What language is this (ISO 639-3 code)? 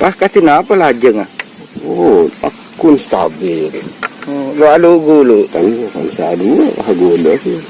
mad